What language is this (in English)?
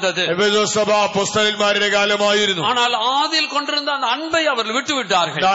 Malayalam